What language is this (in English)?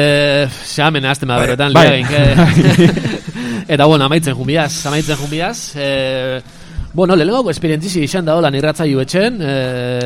Basque